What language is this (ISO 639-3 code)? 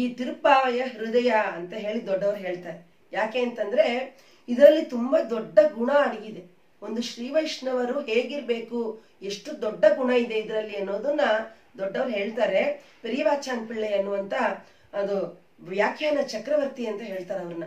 kan